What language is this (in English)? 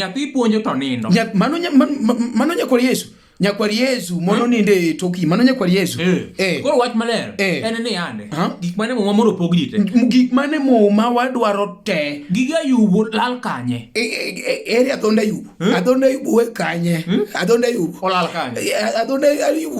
Luo (Kenya and Tanzania)